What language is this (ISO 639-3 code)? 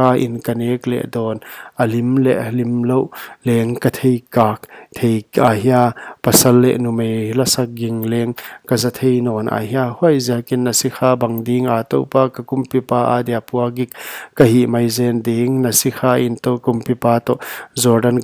pck